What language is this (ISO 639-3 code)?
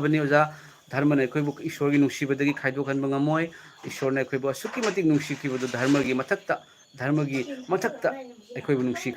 mni